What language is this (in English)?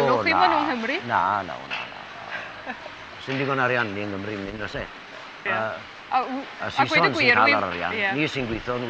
Welsh